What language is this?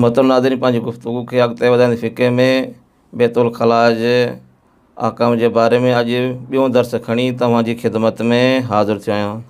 Sindhi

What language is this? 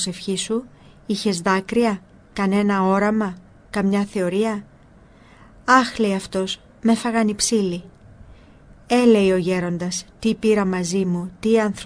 Greek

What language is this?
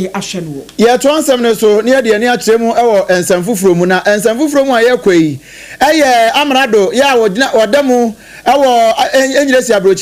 Akan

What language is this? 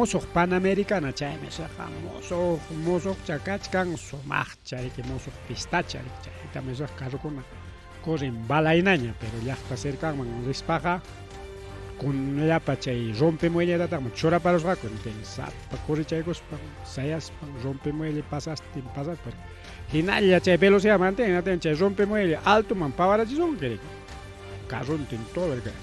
Ayacucho Quechua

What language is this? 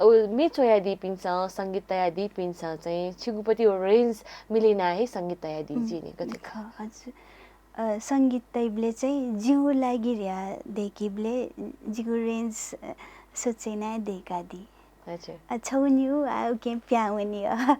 Newari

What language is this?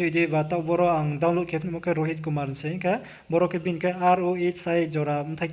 Riang (India)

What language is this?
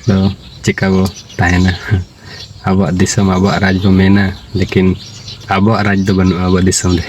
Santali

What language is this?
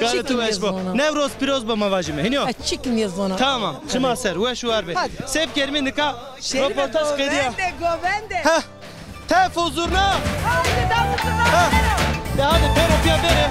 Zaza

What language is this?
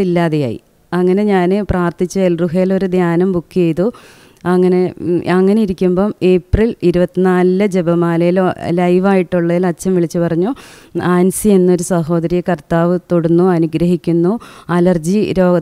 Malayalam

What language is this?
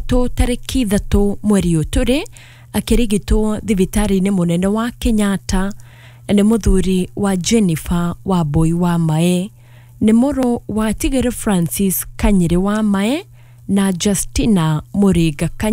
Kikuyu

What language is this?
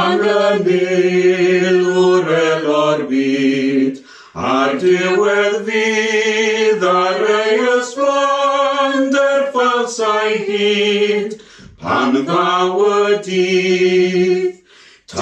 Welsh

